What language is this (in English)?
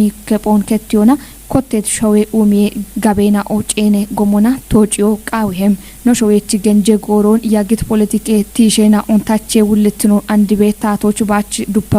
Kafa